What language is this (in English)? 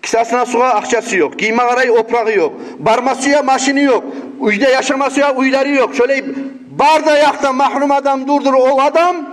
Kumyk